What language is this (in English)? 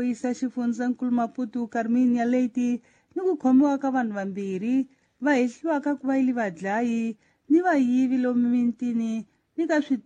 Tsonga